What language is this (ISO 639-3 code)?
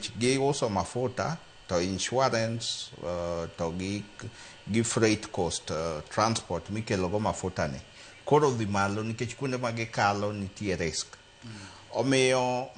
luo